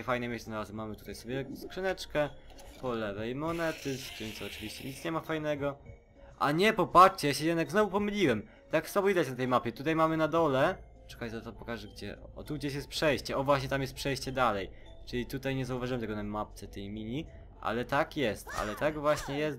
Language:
Polish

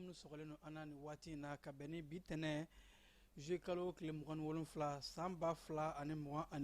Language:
Bambara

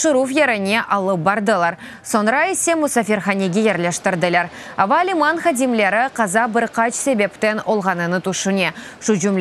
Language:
Crimean Tatar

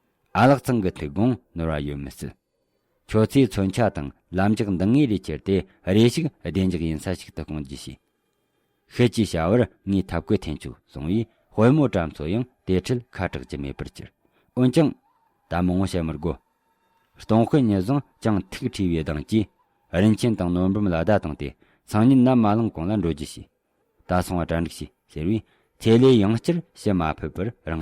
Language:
Tibetan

